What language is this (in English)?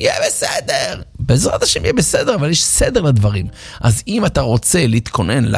Hebrew